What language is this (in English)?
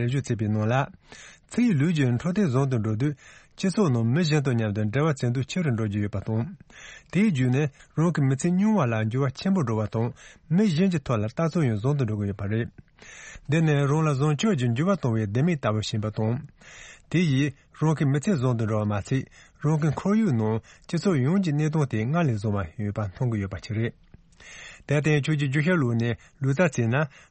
Tibetan